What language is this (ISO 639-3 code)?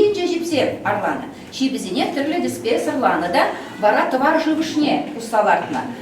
chv